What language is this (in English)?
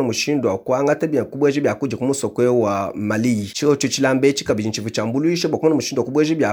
Luba-Lulua